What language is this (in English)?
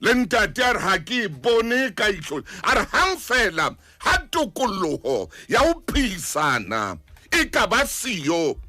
Southern Sotho